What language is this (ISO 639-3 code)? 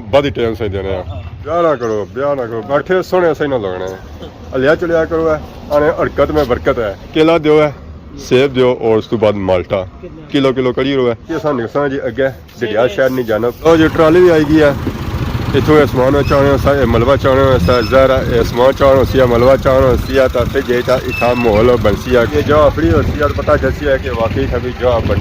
phr